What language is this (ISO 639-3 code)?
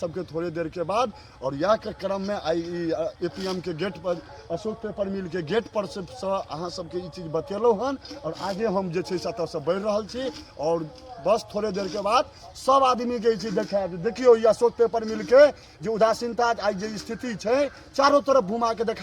mai